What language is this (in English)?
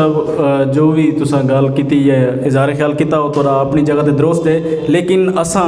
Saraiki